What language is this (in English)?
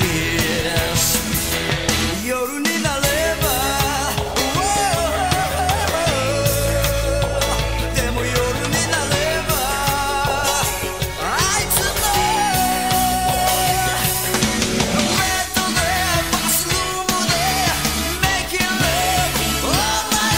Japanese